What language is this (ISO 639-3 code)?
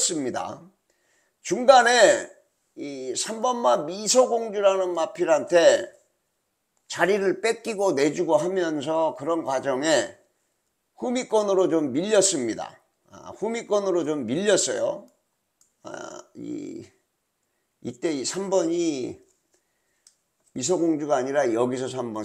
kor